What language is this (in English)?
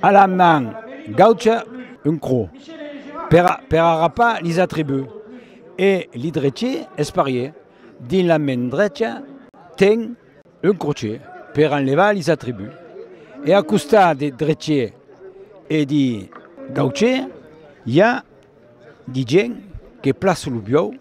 Occitan